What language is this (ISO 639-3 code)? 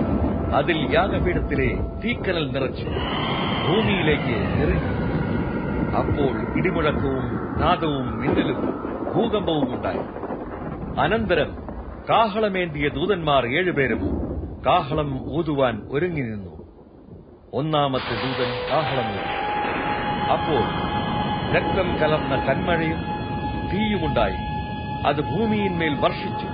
mal